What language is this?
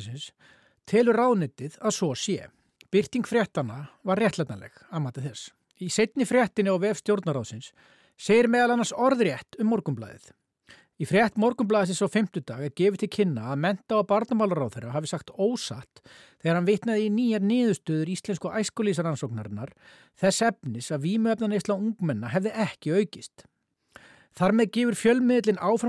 Icelandic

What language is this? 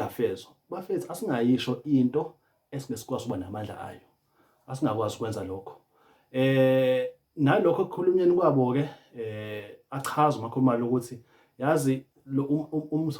Zulu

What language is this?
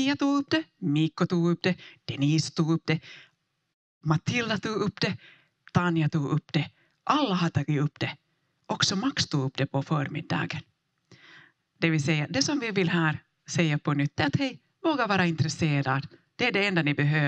Swedish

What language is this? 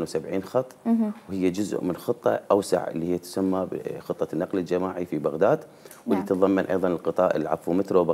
Mesopotamian Arabic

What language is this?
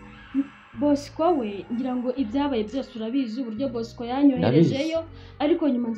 Kinyarwanda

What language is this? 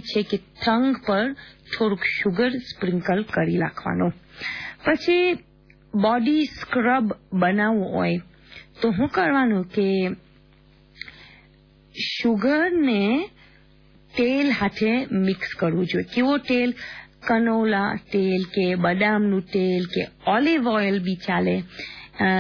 Gujarati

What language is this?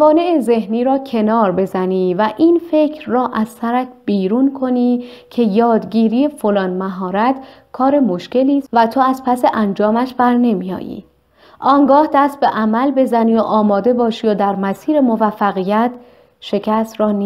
Persian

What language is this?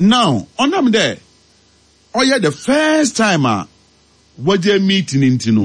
Akan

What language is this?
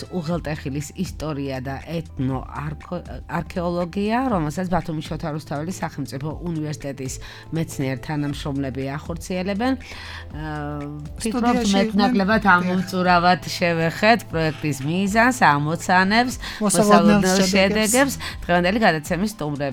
Georgian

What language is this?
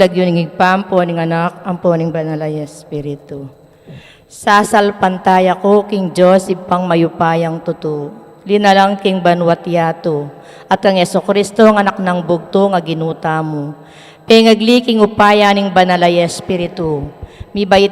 Pampanga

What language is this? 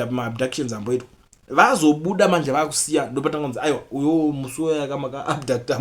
Shona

